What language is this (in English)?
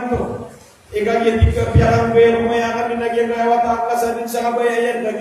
Maranao